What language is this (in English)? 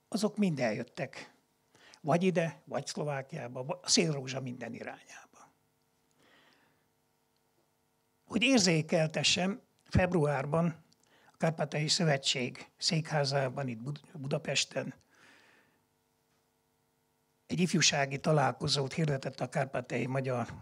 Hungarian